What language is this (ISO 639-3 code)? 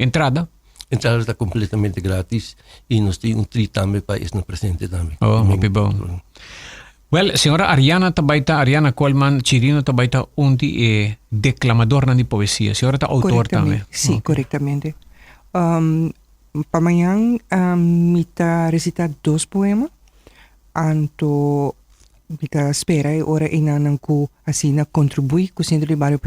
pap